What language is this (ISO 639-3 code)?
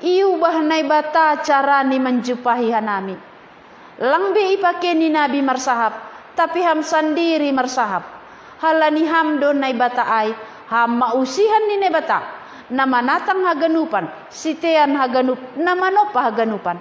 bts